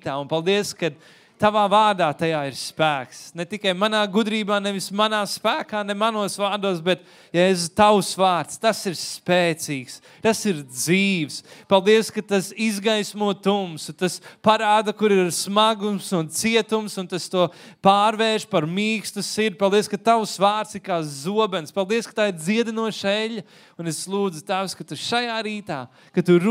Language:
Latvian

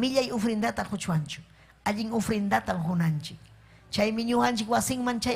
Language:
Ayacucho Quechua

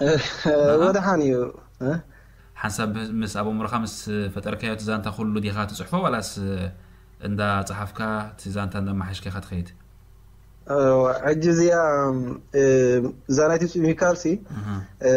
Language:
Tigrinya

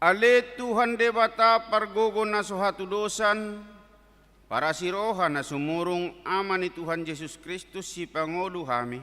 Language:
Batak Toba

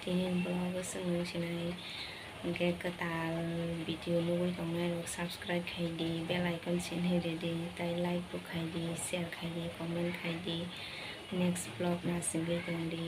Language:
Kok Borok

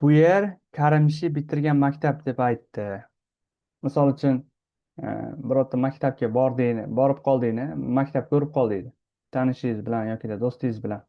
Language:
Uzbek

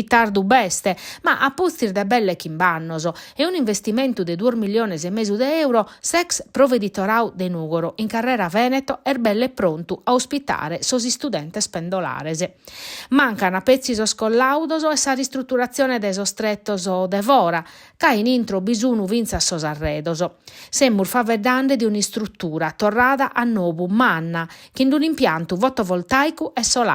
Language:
Sardinian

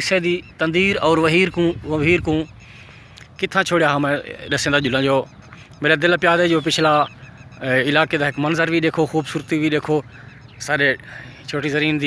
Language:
Saraiki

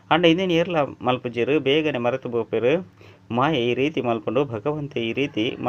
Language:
Tulu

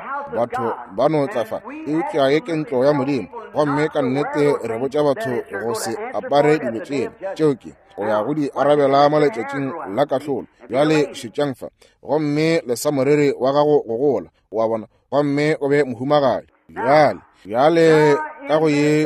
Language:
Northern Sotho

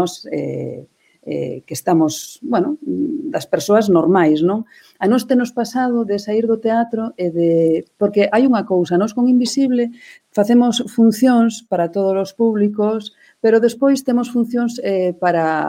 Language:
Galician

